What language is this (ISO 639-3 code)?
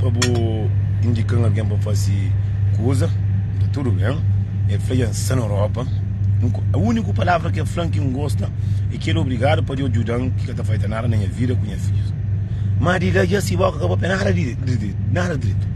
kea